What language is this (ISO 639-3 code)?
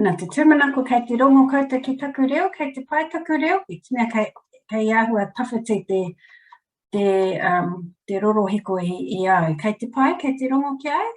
mri